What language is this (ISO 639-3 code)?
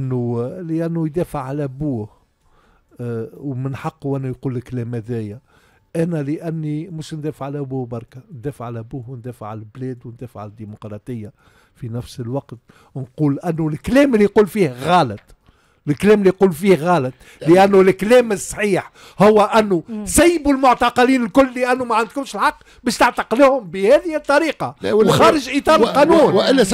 aeb